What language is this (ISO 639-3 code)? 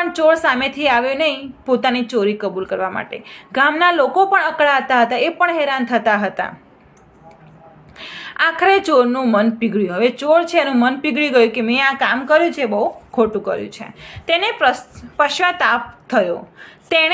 guj